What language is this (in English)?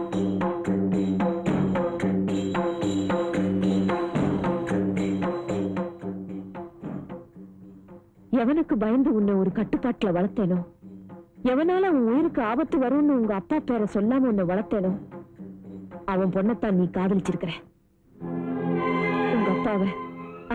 Tamil